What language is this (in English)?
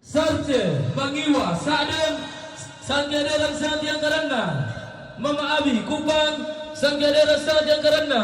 Toraja-Sa'dan